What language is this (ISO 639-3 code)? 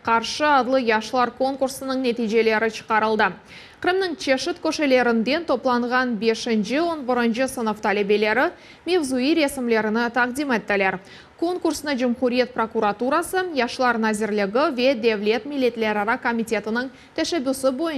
crh